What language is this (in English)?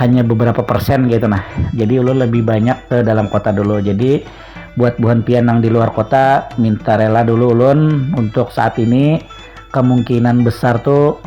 Banjar